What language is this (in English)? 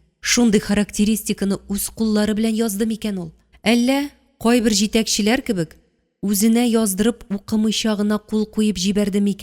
Tatar